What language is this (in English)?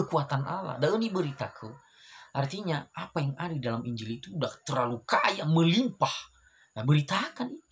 Nias